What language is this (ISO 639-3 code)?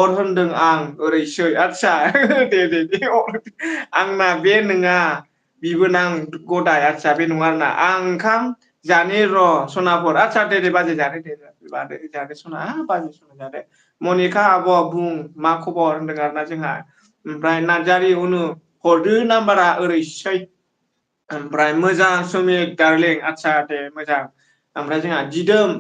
brx